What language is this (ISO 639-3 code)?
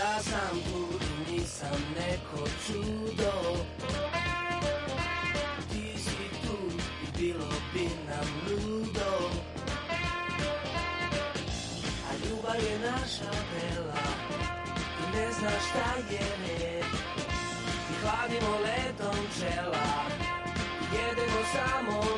srp